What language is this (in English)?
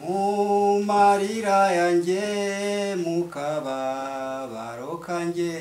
Kinyarwanda